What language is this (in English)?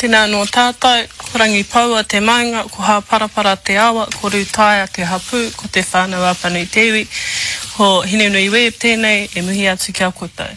Māori